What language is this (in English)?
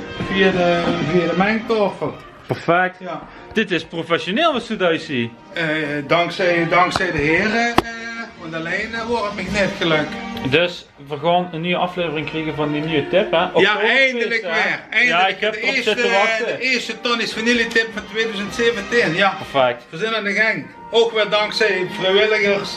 Limburgish